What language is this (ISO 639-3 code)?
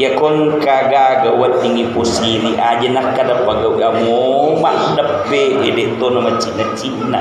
bug